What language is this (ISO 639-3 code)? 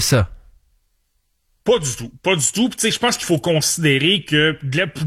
fra